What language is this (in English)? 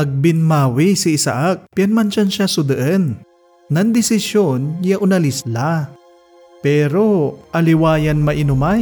Pangasinan